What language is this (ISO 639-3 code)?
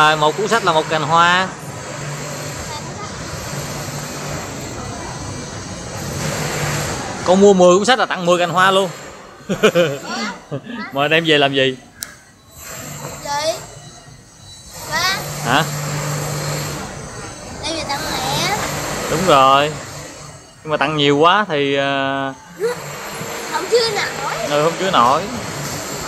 vie